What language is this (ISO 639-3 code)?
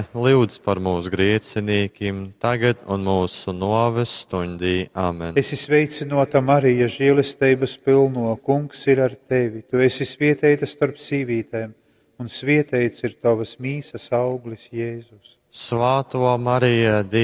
ltg